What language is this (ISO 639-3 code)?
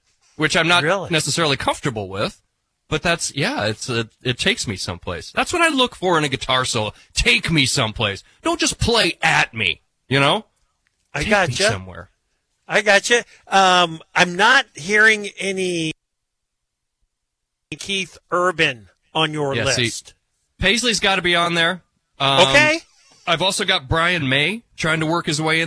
eng